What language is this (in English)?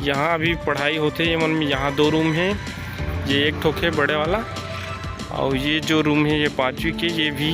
Chhattisgarhi